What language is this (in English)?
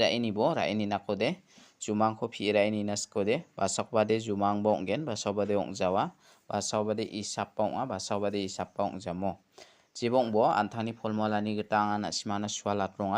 Garo